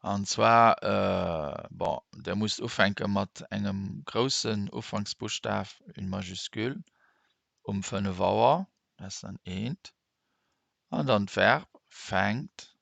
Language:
Luxembourgish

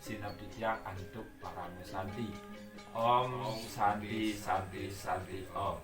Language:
Balinese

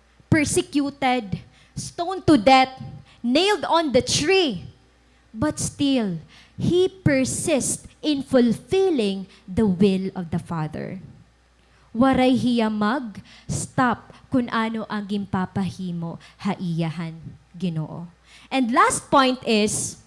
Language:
Waray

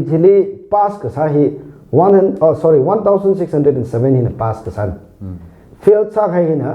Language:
Tangkhul Naga (India)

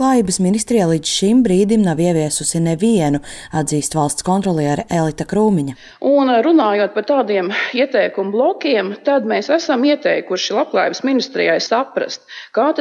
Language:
Latvian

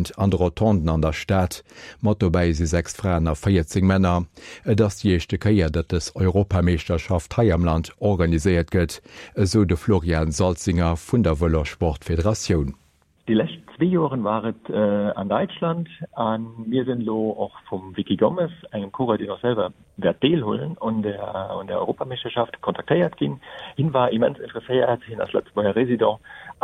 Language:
Luxembourgish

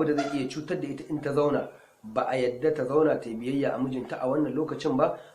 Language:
Hausa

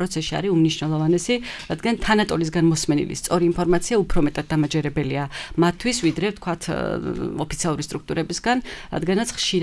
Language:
Georgian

